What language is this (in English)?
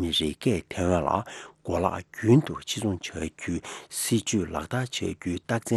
Tibetan